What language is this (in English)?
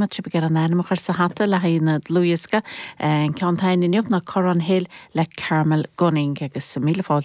Irish